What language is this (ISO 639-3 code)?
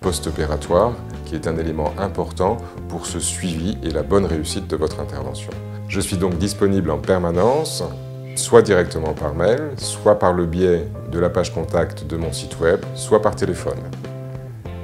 fra